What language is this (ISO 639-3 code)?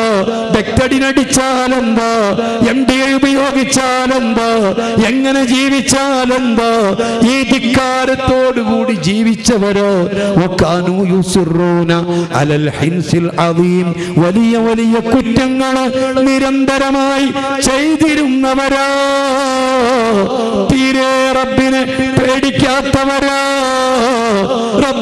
mal